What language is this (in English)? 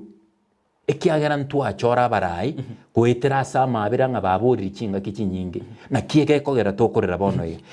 Gusii